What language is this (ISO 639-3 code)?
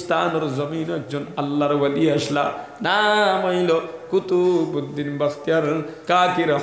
syl